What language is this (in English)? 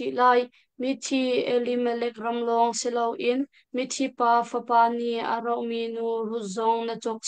Hakha Chin